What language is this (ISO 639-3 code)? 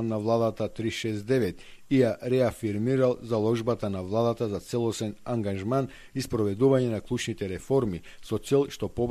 mkd